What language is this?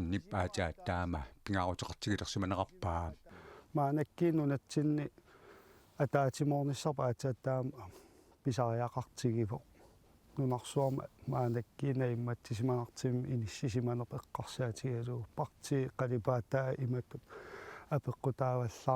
Kalaallisut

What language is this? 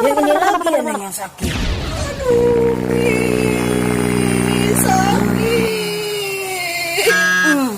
Betawi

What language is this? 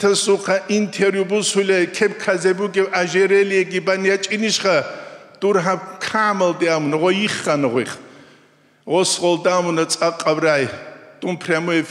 Avaric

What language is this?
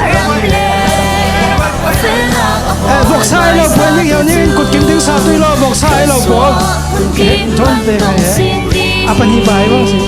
Falam Chin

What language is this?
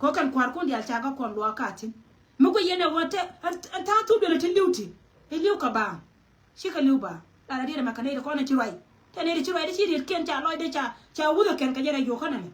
Nuer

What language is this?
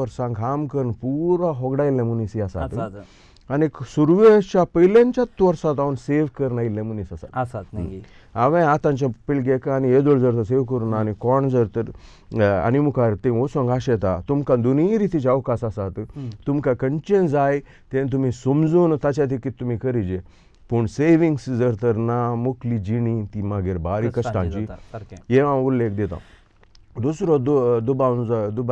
Konkani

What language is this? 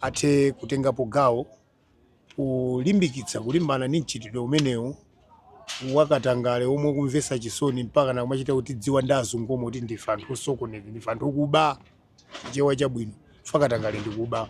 Nyanja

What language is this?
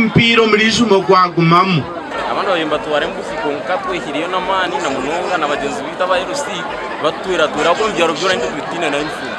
Nyankole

